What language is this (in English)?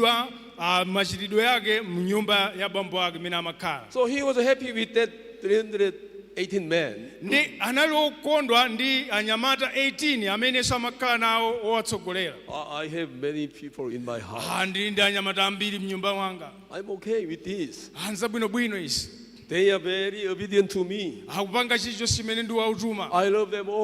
Nyanja